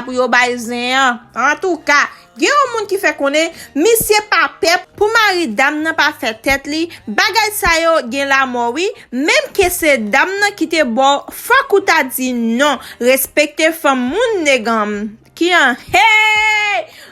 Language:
Haitian Creole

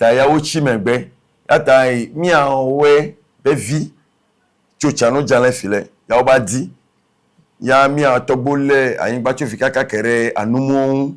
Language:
Ewe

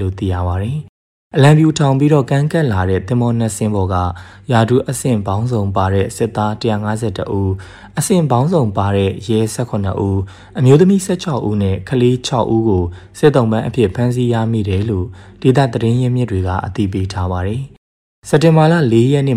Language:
Burmese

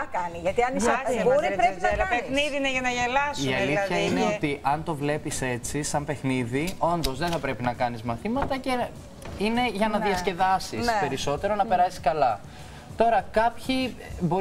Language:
Greek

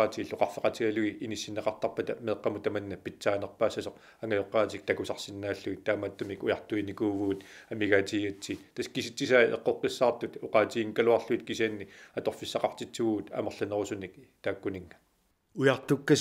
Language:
Kalaallisut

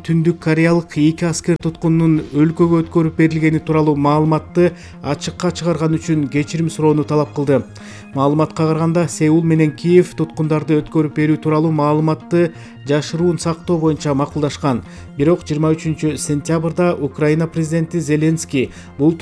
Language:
Kyrgyz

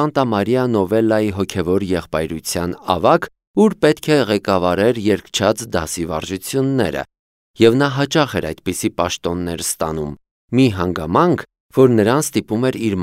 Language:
Armenian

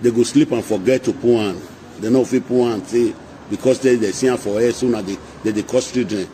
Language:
Nigerian Pidgin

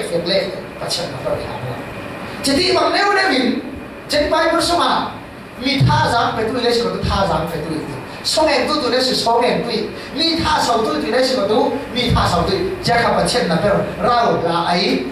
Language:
Falam Chin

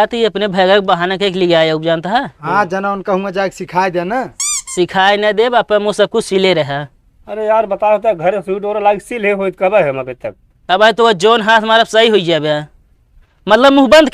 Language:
Awadhi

